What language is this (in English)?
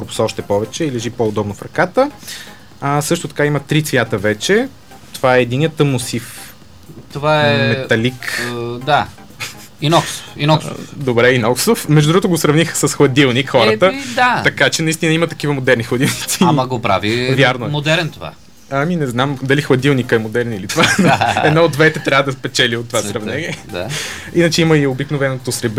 Bulgarian